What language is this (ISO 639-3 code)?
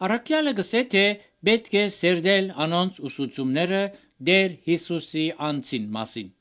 hye